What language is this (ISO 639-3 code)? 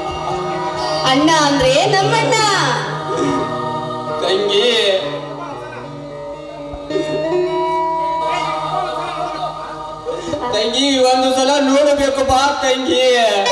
kan